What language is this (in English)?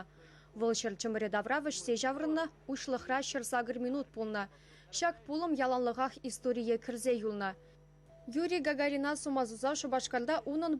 Chuvash